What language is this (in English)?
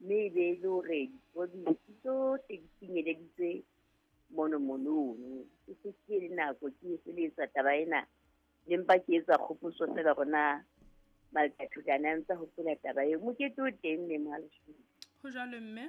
Southern Sotho